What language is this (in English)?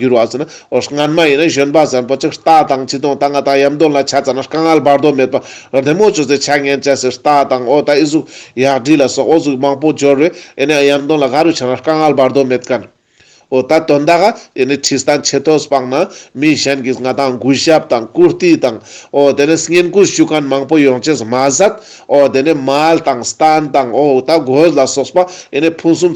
Ladakhi